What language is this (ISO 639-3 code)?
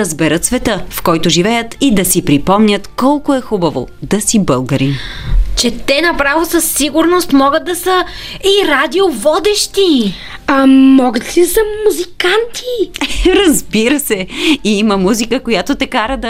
bul